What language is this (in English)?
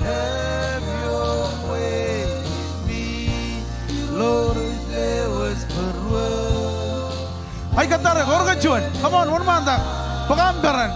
Marshallese